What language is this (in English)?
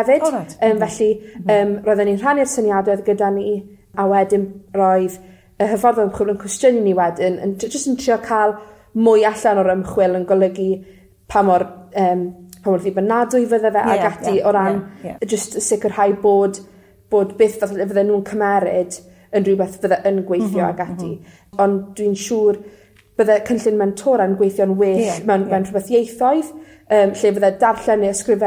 Welsh